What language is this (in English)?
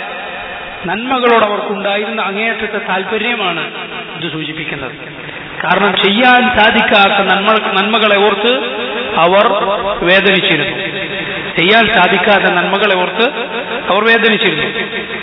Malayalam